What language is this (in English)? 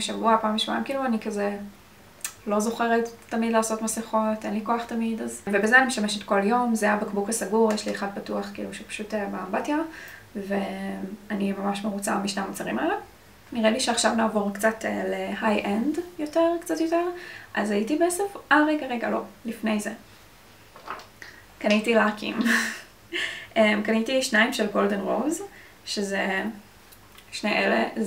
Hebrew